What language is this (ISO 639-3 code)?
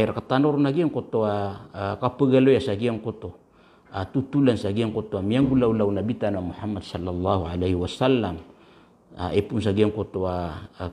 mrw